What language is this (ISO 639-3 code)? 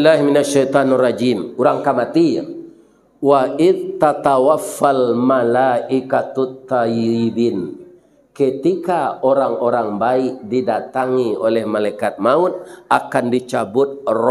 min